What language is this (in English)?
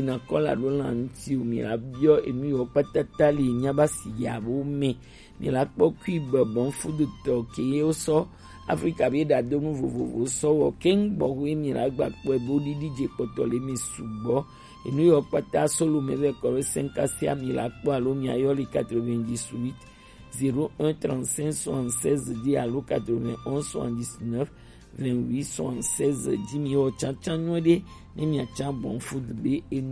Gen